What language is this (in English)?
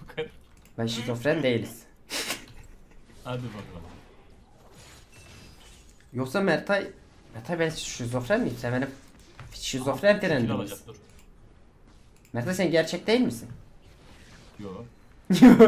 Turkish